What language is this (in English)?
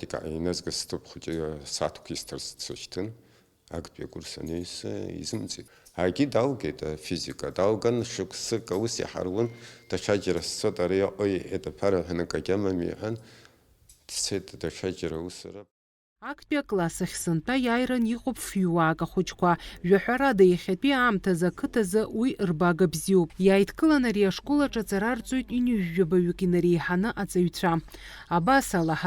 Abkhazian